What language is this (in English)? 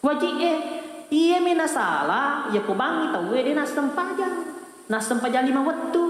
Buginese